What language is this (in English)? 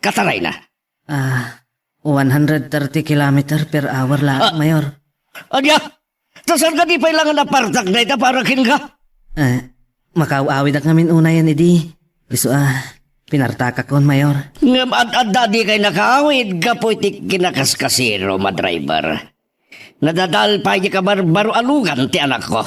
Iloko